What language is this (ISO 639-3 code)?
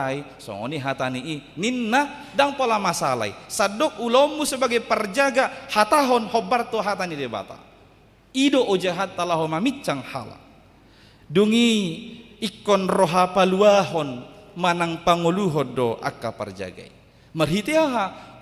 bbc